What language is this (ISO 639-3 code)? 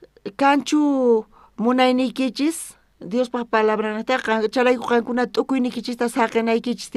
quh